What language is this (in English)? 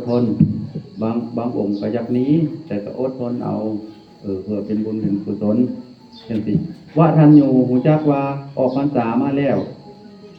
Northeastern Thai